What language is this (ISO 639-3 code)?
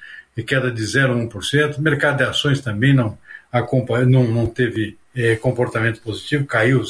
por